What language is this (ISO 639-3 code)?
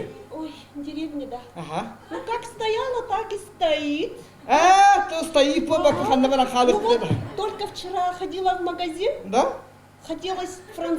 sah